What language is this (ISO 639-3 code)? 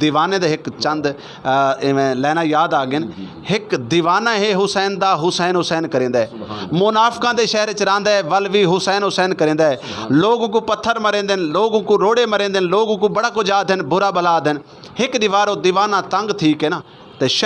skr